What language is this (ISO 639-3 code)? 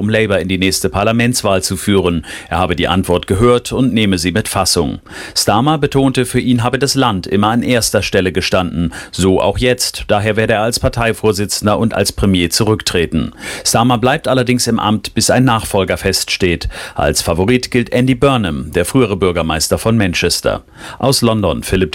deu